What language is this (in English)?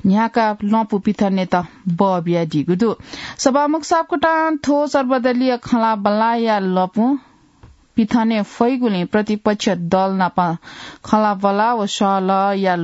Newari